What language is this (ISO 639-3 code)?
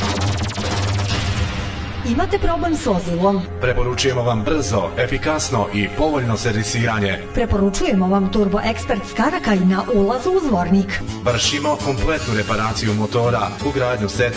bos